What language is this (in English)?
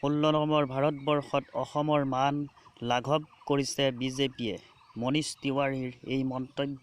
Assamese